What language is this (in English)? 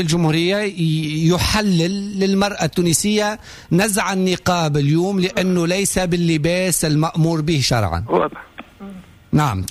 Tunisian Arabic